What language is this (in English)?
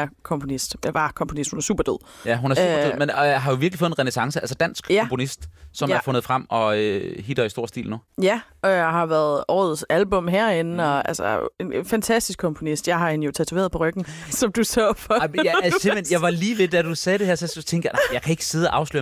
Danish